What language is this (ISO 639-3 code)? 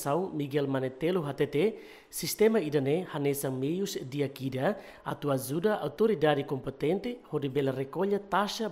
tet